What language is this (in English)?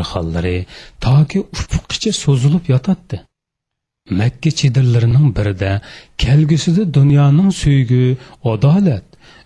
Uyghur